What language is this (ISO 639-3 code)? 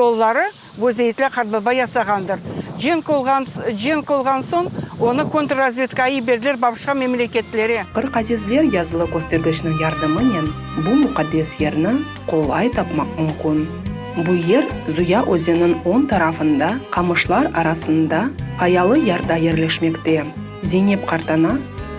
crh